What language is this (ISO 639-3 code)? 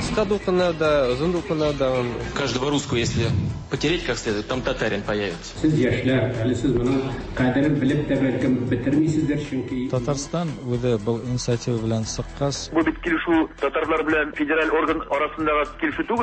tat